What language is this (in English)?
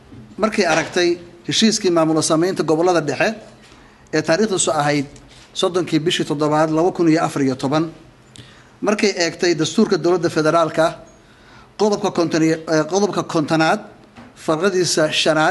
Somali